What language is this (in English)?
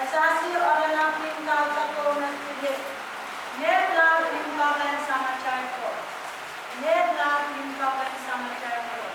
Pohnpeian